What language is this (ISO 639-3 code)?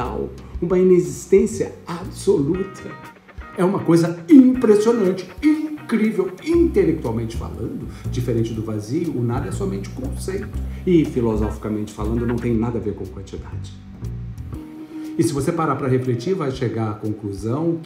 por